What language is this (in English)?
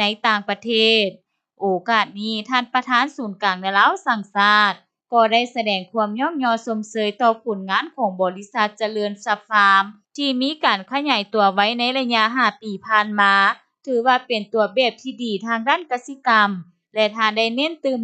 Lao